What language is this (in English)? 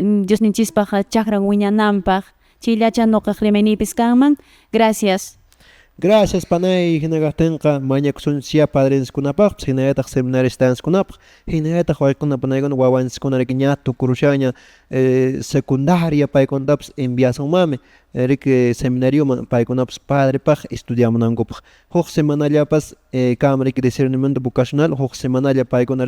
Quechua